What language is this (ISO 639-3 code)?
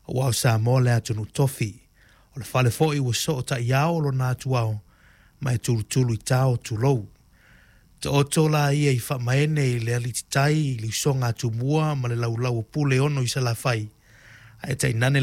smo